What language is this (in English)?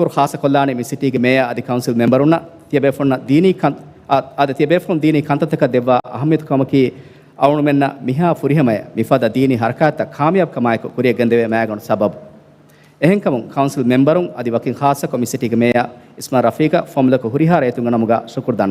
Divehi